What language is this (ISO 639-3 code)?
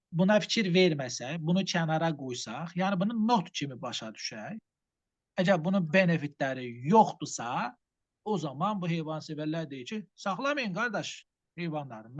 aze